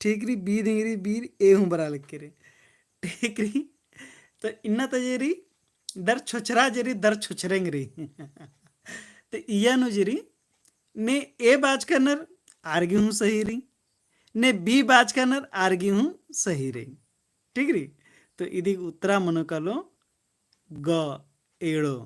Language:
Kurukh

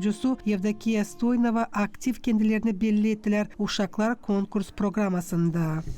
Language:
Gagauz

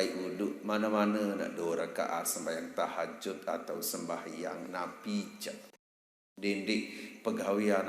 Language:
Sasak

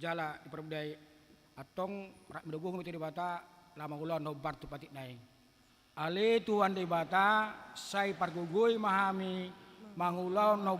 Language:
Batak Toba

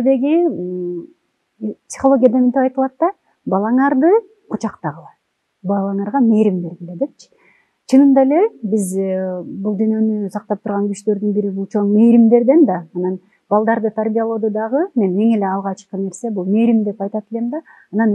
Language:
Kyrgyz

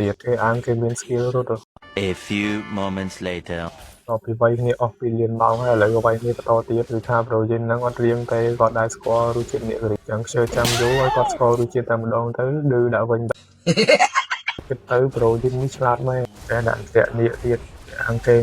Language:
Khmer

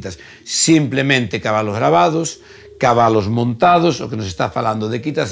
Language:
Galician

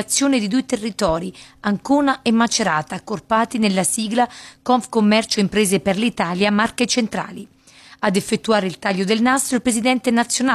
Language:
Italian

